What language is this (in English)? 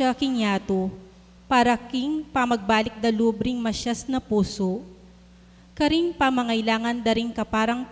Pampanga